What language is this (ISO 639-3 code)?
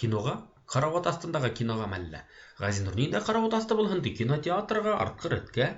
bak